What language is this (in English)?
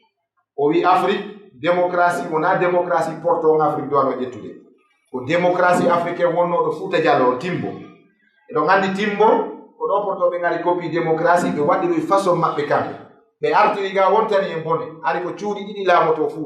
Fula